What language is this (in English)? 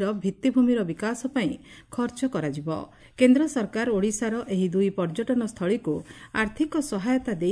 Odia